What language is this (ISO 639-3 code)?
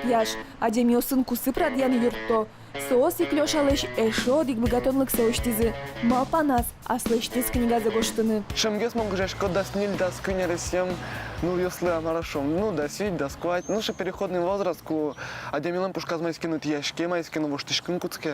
udm